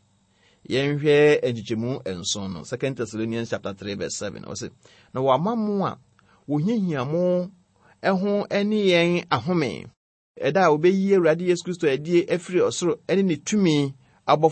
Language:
Akan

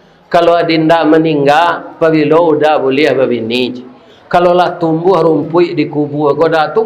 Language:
Minangkabau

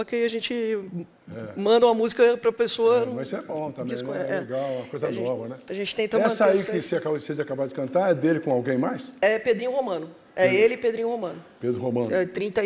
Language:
Portuguese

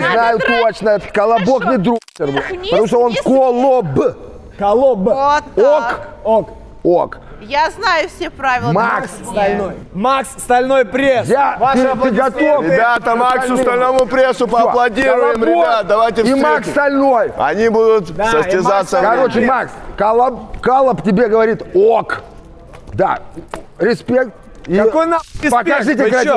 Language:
Russian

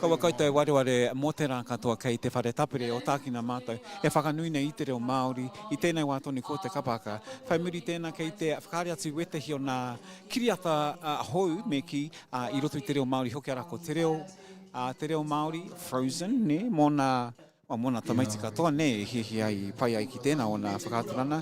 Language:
Māori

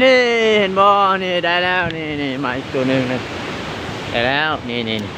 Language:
Lao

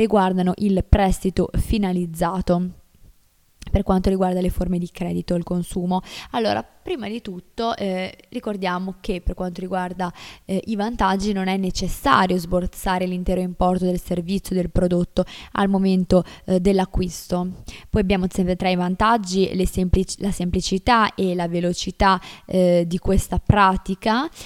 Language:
Italian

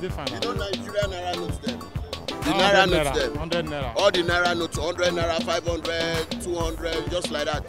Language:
Nigerian Pidgin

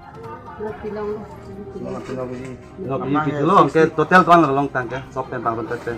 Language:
Karbi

